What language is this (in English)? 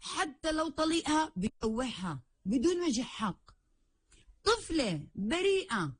North Levantine Arabic